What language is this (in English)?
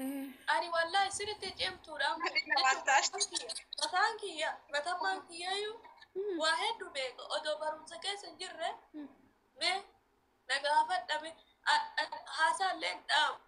Oromo